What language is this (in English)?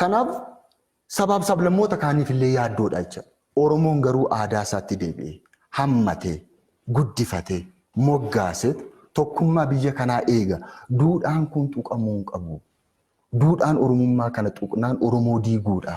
Oromo